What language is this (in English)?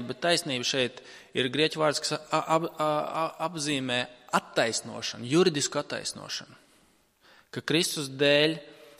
Latvian